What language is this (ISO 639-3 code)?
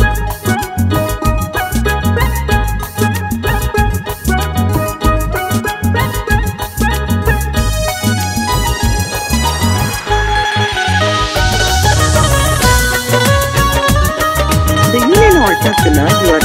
bho